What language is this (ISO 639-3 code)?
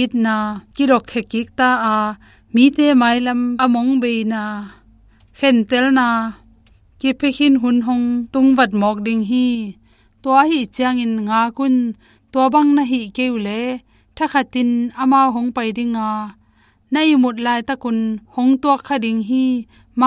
ctd